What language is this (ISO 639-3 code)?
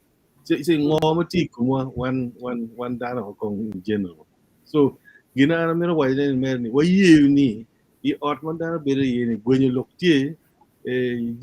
ach